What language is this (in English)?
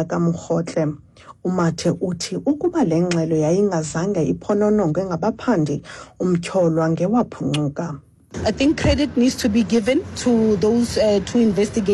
Xhosa